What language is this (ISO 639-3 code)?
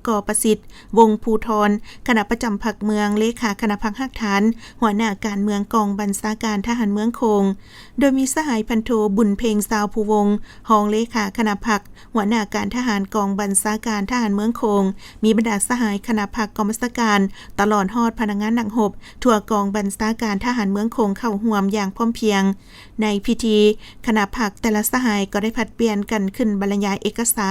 lao